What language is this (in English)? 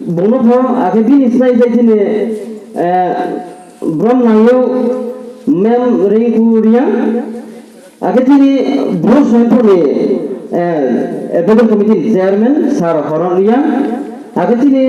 Riang (India)